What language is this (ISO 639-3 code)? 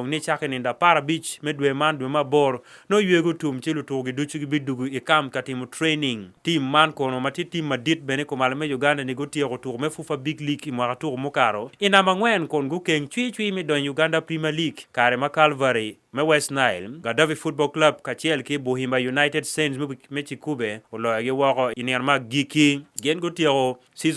ach